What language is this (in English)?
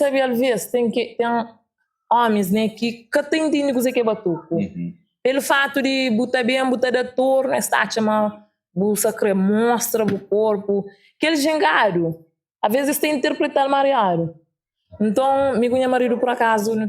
Kabuverdianu